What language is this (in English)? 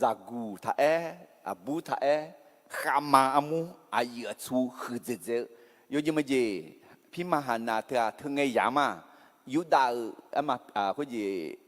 Akha